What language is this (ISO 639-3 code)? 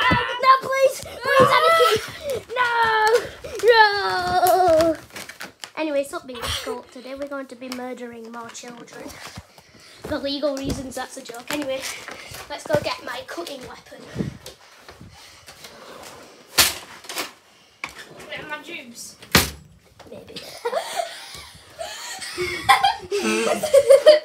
eng